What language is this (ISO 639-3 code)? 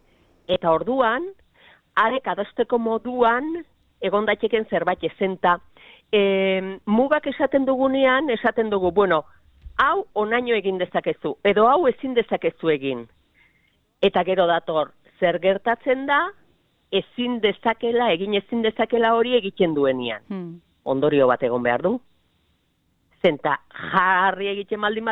eus